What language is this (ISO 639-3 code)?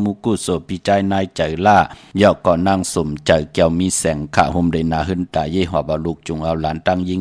shn